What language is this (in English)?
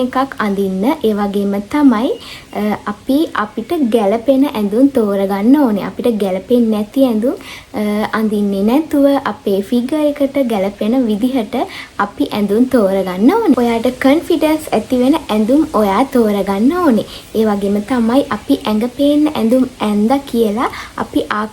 Sinhala